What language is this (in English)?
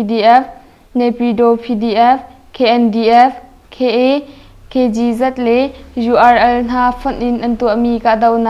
Hakha Chin